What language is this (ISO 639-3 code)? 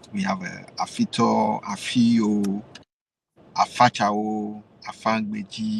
ewe